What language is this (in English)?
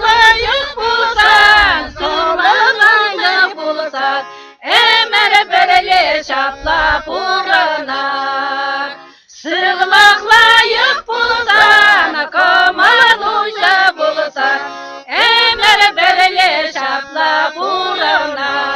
Chuvash